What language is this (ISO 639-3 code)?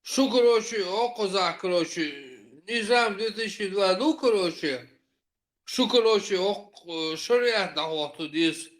che